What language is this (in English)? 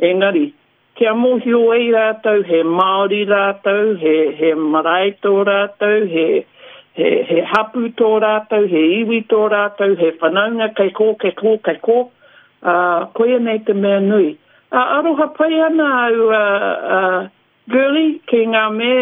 Māori